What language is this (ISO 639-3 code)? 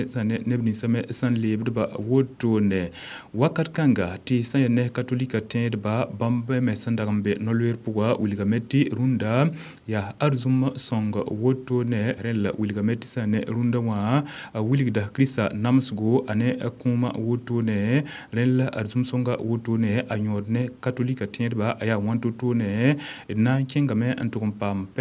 mos